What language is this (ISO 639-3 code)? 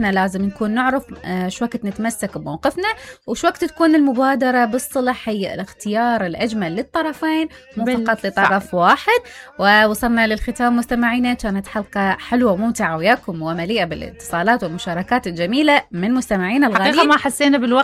acm